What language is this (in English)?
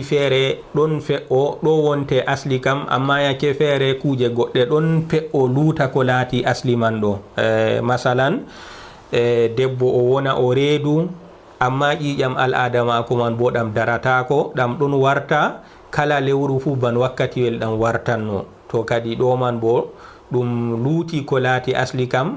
Fula